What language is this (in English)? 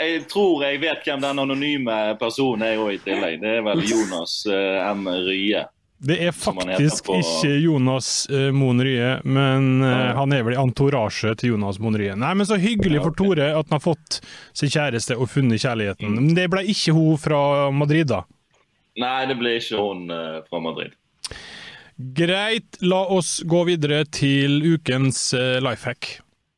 Norwegian